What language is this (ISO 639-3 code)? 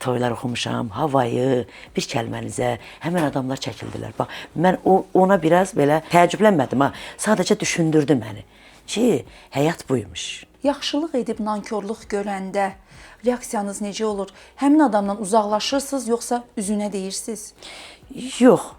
aze